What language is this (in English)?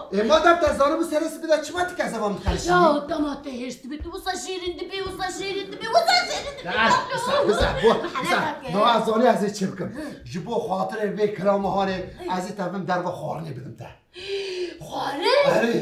Kurdish